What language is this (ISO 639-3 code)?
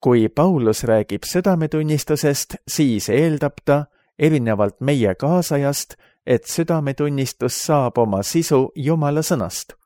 est